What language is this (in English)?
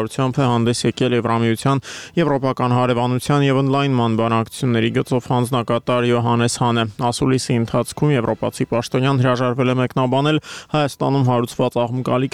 Armenian